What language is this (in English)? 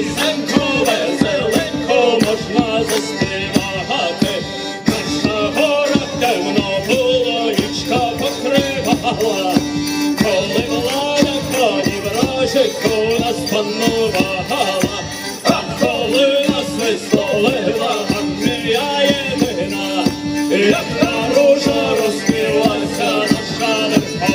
Ukrainian